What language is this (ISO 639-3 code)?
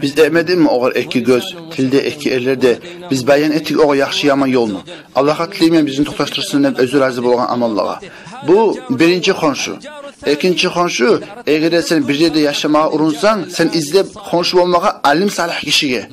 kum